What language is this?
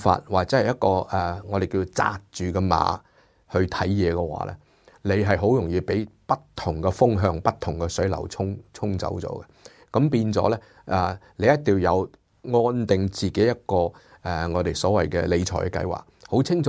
Cantonese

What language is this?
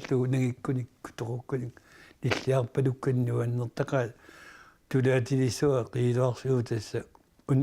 Kalaallisut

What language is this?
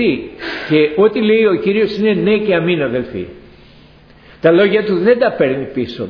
Greek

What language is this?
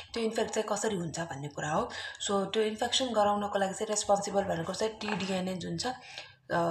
Nepali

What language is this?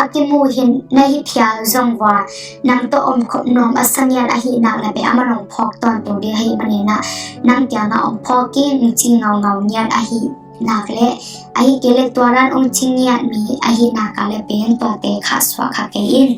Tedim Chin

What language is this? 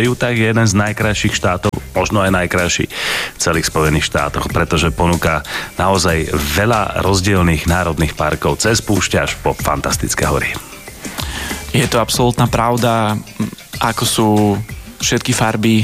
Slovak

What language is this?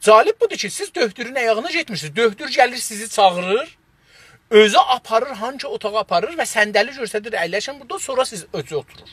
South Azerbaijani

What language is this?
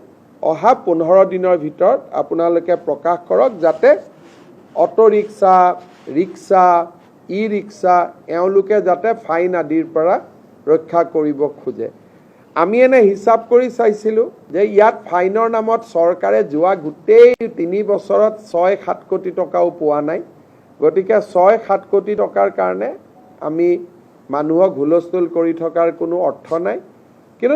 Assamese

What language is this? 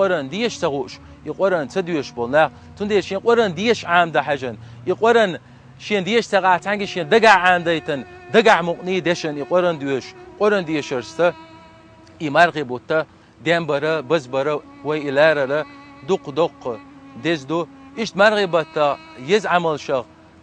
Chechen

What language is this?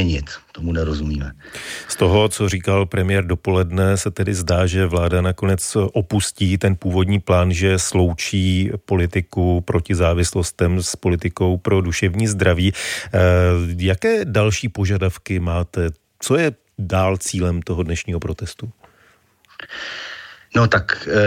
Czech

